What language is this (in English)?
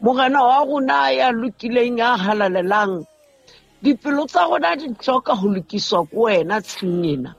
Southern Sotho